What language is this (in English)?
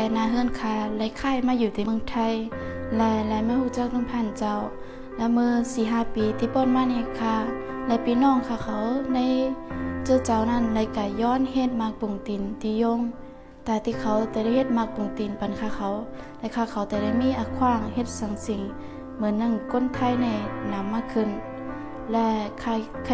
Shan